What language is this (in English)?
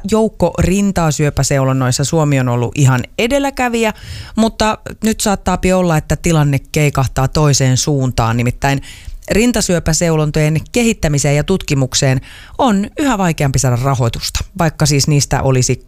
Finnish